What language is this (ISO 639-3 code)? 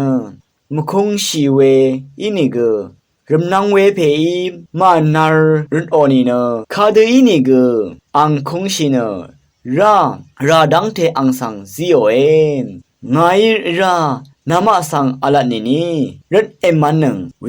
raw